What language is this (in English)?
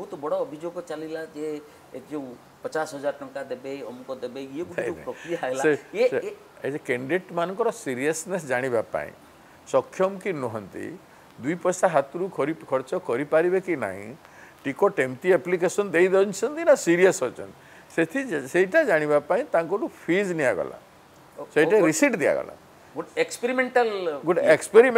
Odia